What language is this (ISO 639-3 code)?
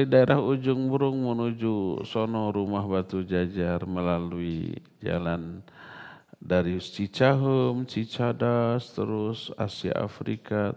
ind